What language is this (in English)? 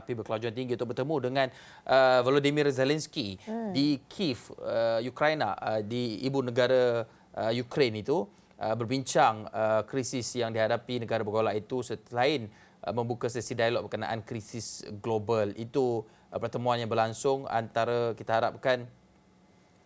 Malay